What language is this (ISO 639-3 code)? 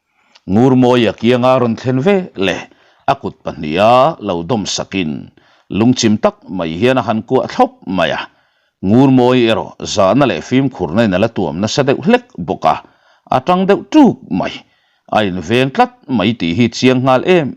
lus